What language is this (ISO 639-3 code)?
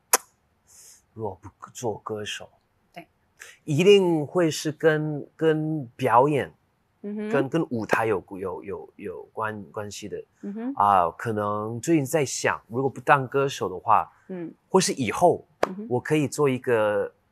zho